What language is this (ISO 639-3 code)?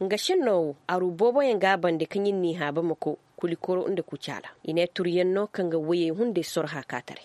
ses